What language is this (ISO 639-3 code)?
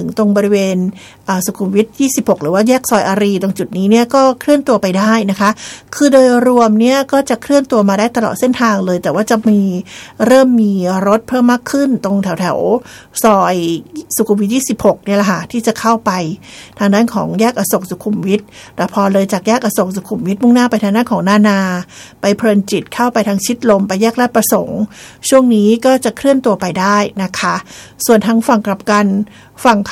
tha